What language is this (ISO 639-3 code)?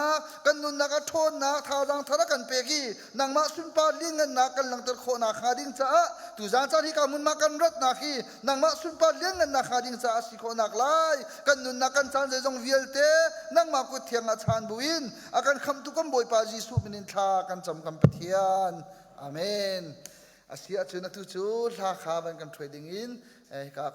cnh